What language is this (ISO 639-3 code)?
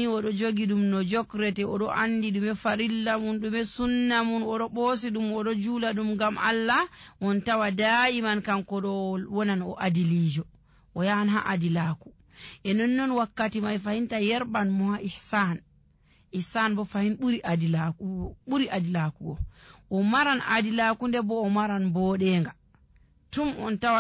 fuv